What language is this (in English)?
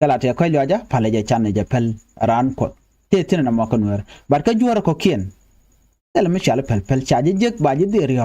Nuer